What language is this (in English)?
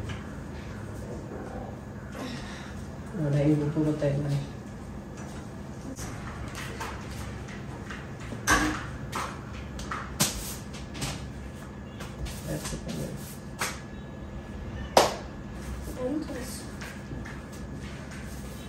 Kannada